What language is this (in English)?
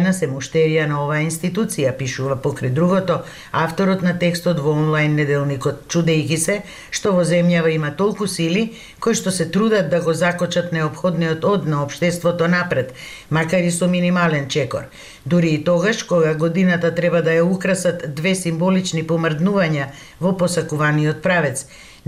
Macedonian